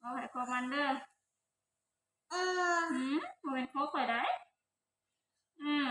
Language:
Lao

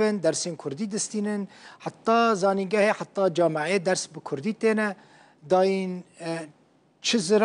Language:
Kurdish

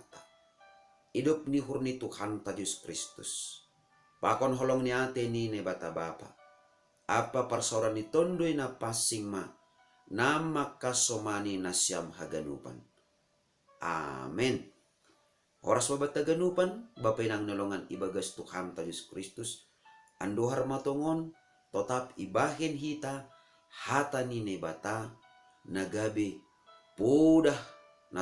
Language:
Batak Simalungun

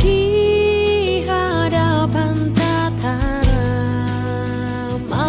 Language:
Batak Simalungun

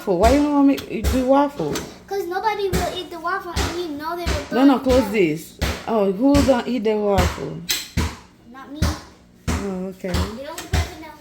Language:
Haitian Creole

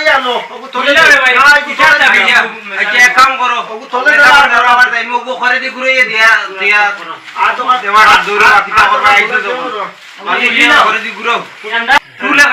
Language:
Sylheti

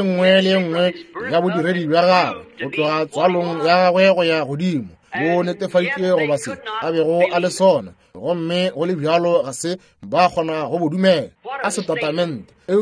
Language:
Northern Sotho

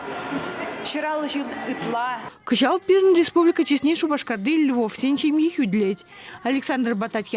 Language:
Chuvash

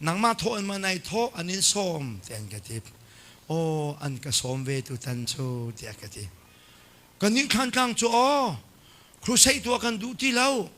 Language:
Hakha Chin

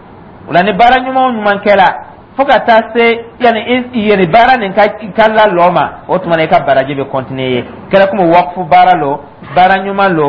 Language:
Dyula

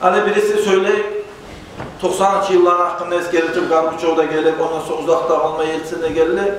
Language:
Kumyk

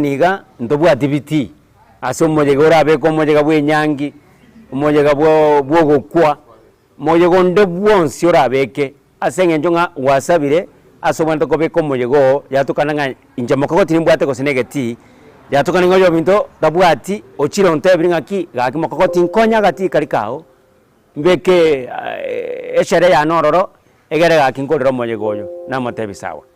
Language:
Gusii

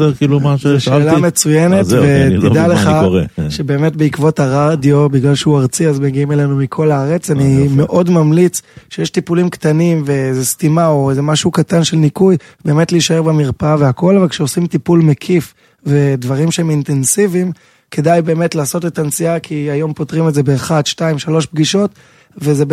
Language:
Hebrew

